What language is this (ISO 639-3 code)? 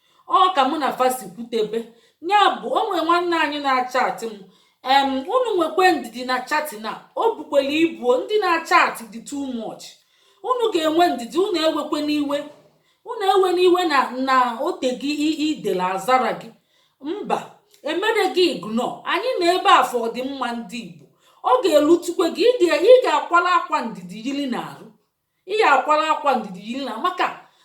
ibo